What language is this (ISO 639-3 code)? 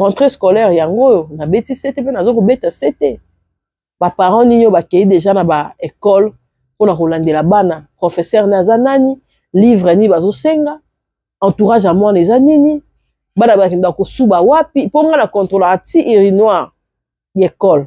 lin